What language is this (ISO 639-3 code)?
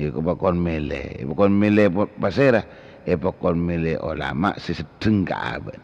mad